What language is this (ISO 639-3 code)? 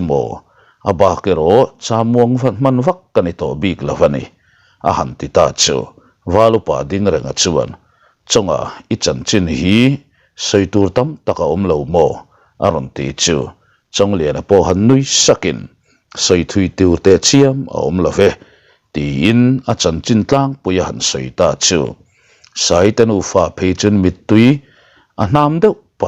lus